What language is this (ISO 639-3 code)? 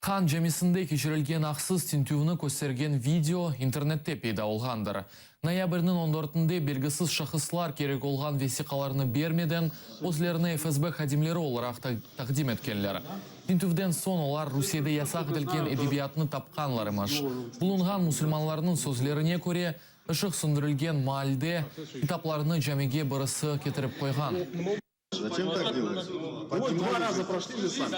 crh